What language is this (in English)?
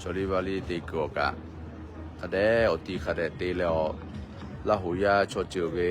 Lahu